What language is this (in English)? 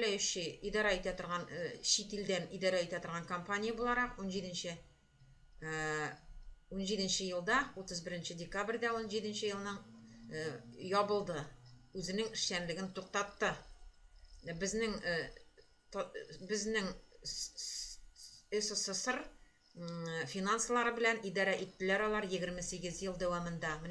Tatar